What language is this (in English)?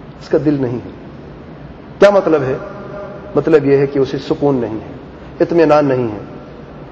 Urdu